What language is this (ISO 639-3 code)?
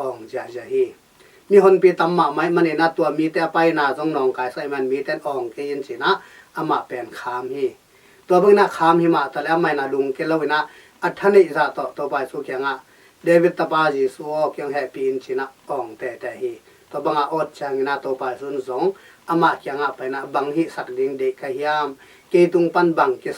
ctd